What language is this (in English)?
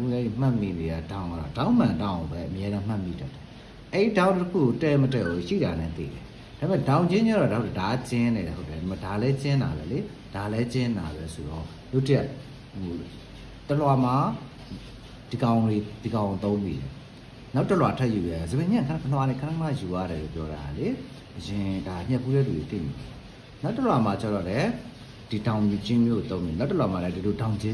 Burmese